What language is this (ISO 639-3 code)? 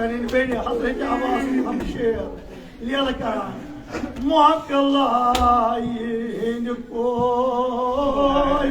kas